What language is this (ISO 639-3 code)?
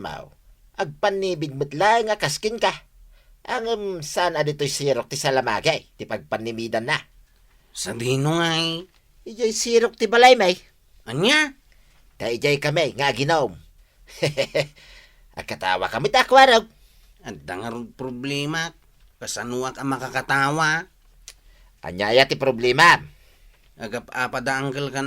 ilo